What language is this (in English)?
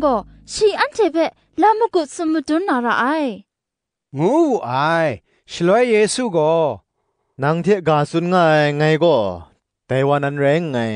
Kachin